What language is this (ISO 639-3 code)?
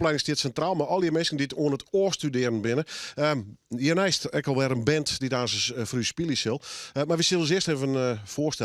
fry